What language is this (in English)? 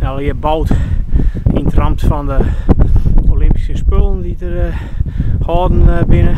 Western Frisian